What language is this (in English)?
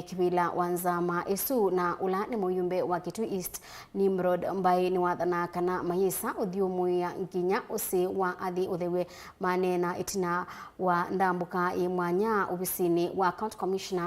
Kamba